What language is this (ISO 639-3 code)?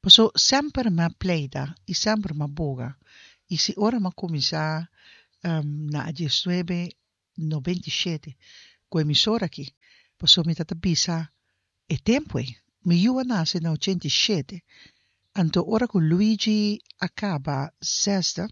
pap